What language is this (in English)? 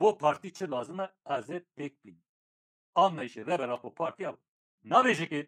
Kurdish